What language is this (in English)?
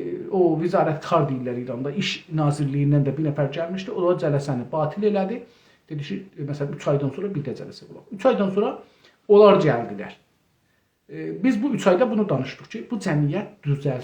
South Azerbaijani